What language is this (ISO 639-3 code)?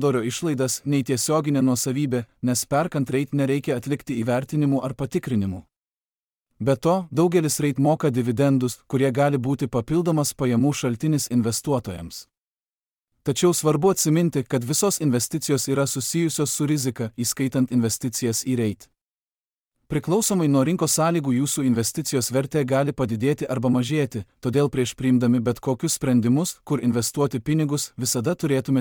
lit